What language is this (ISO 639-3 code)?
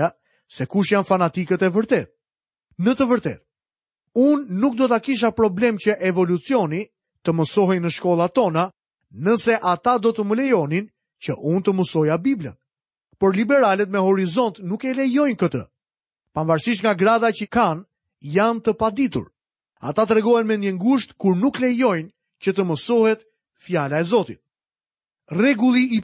sqi